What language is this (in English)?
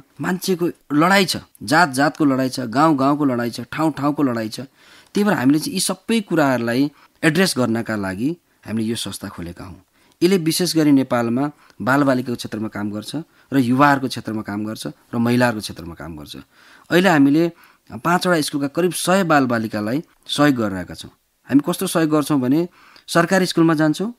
Nepali